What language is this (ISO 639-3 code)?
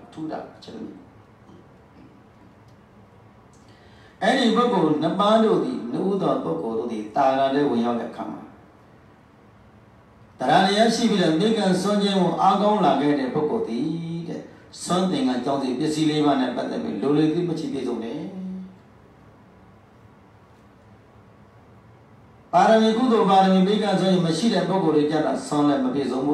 mya